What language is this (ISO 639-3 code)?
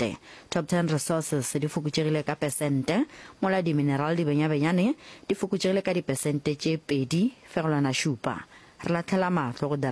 nso